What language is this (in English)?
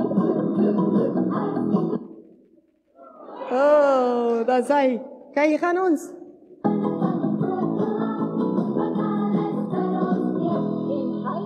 Afrikaans